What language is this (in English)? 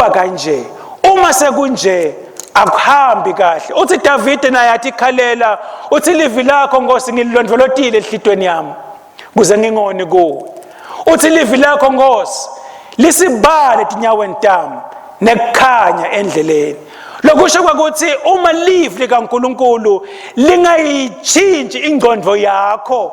Swati